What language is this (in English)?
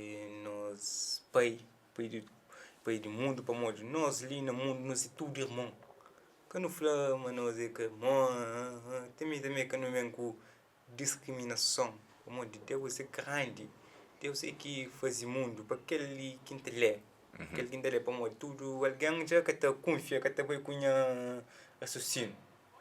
Kabuverdianu